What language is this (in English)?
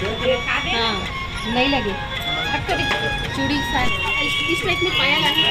Chhattisgarhi